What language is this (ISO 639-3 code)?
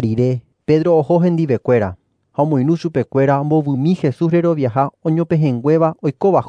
grn